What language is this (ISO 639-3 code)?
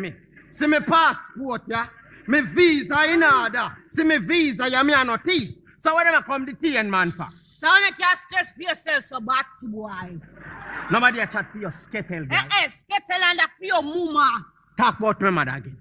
jam